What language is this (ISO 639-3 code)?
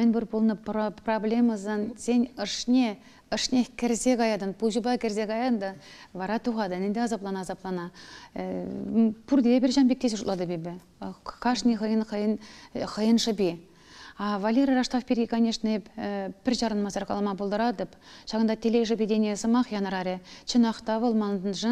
chv